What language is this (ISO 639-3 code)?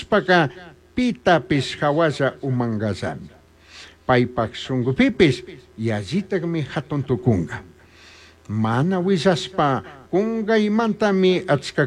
qug